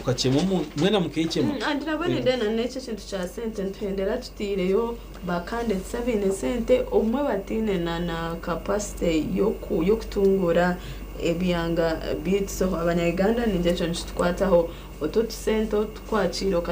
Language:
Nyankole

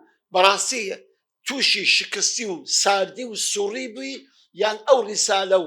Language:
Central Kurdish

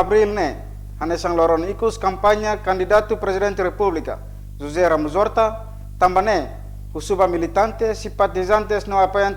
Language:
Tetum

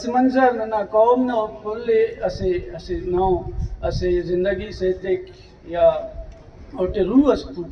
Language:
Brahui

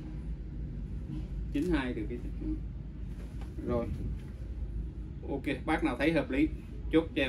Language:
Vietnamese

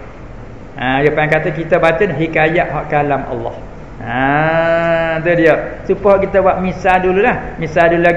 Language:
Malay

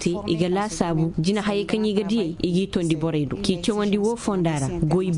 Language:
Koyraboro Senni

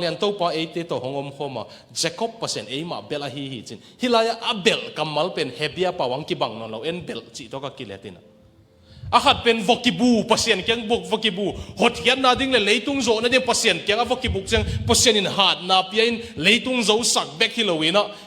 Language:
Tedim Chin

